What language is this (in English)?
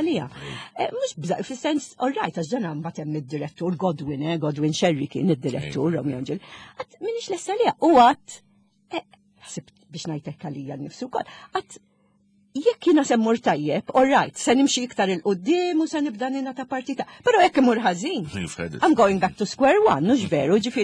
Maltese